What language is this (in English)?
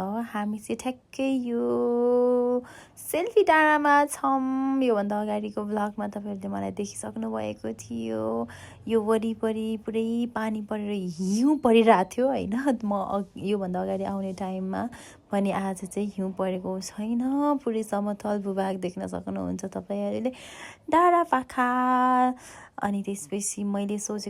Nepali